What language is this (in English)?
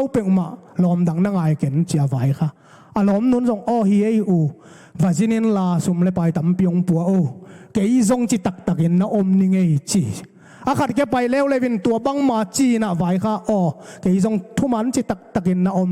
Tedim Chin